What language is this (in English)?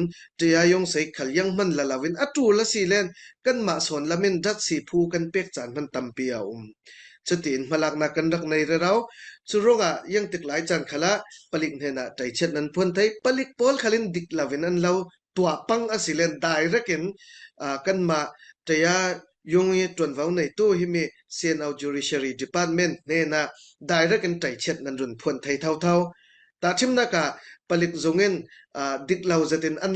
Falam Chin